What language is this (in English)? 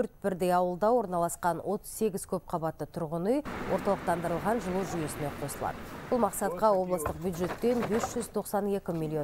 Kazakh